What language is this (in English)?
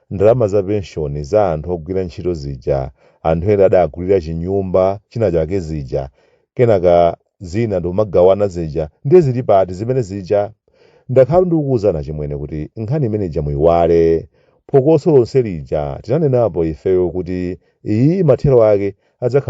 Nyanja